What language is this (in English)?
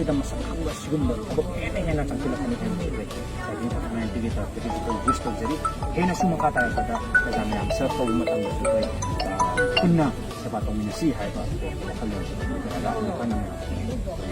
Manipuri